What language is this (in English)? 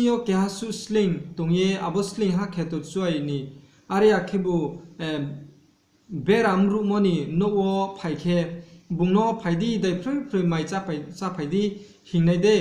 Riang (India)